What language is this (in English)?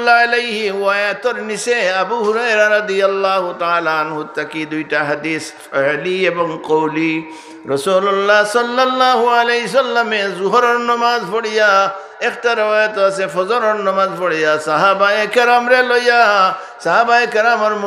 Sylheti